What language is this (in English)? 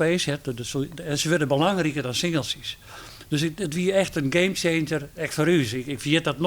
Western Frisian